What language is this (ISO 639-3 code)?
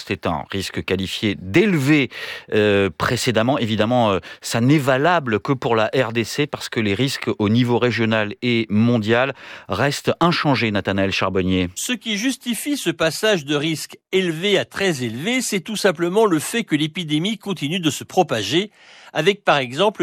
fra